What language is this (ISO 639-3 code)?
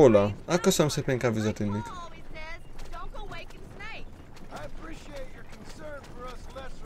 hun